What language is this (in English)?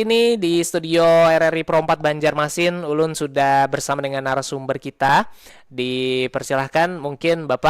Banjar